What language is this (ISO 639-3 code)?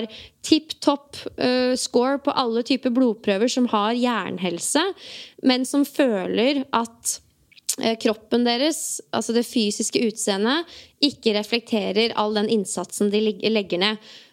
nor